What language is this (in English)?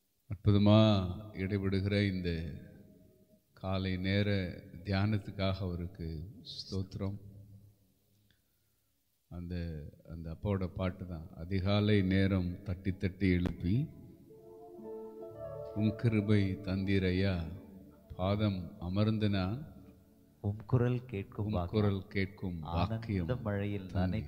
Tamil